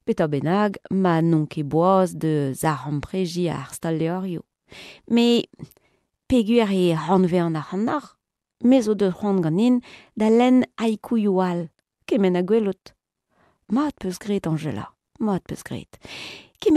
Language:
Breton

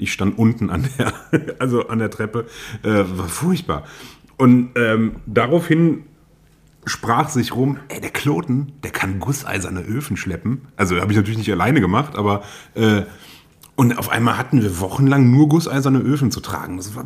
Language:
German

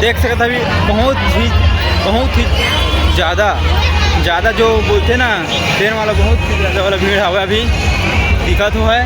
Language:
Chhattisgarhi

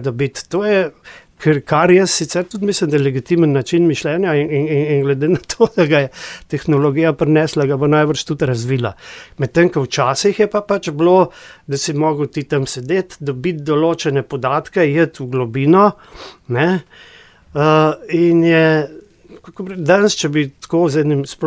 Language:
Slovenian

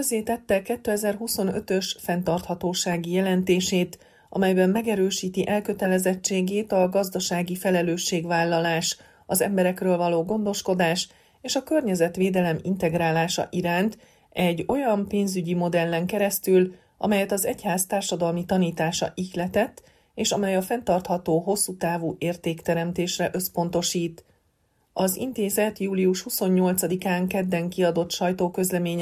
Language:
Hungarian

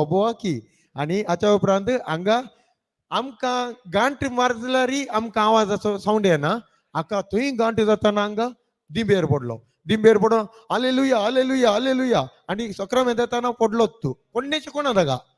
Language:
Konkani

